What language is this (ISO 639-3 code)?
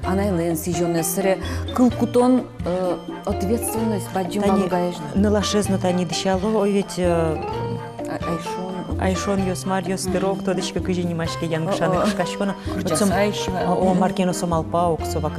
udm